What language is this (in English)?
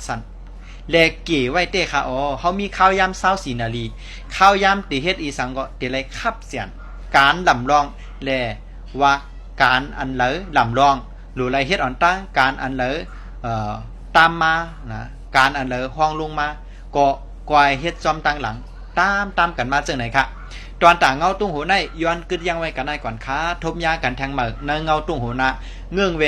Shan